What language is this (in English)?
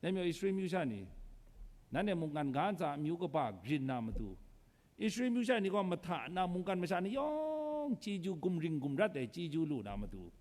Kachin